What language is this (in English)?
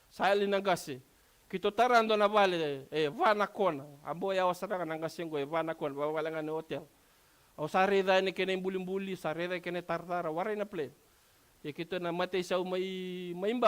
Fijian